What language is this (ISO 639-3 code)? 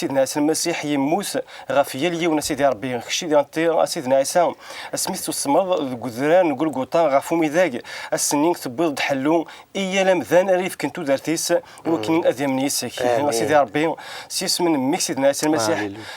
kab